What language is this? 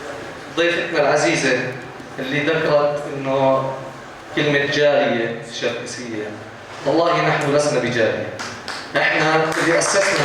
North Levantine Arabic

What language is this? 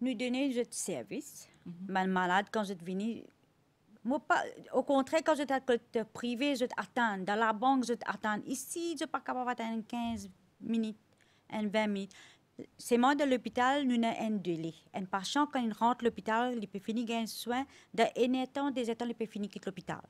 Morisyen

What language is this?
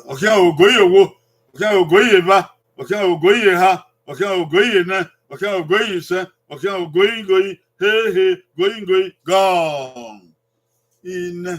Bini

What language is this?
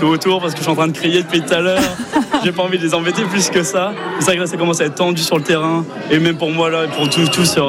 French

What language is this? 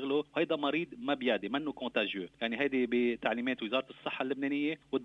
North Levantine Arabic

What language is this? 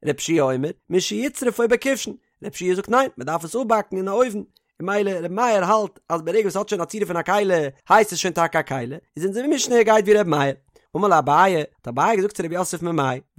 Yiddish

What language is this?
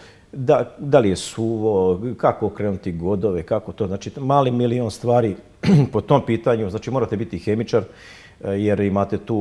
Serbian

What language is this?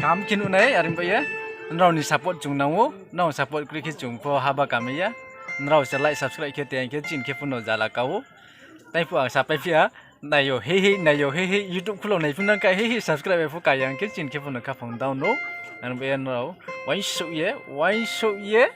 Riang (India)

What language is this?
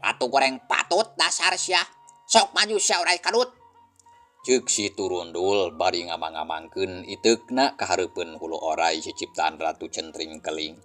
Sundanese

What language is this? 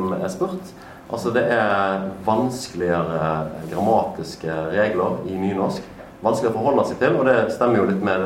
Norwegian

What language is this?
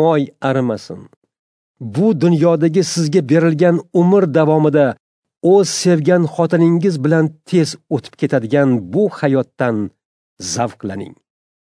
Uzbek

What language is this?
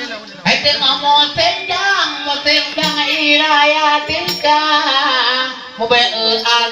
Achinese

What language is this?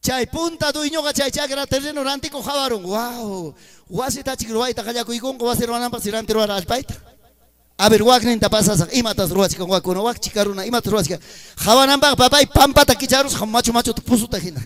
Ayacucho Quechua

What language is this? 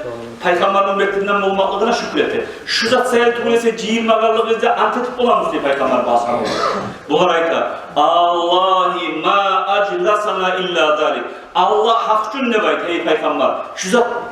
Kumyk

